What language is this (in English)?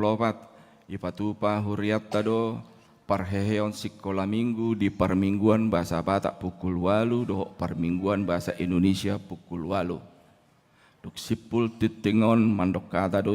Batak Toba